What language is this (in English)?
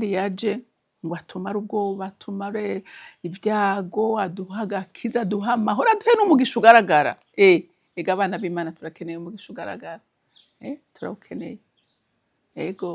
Rundi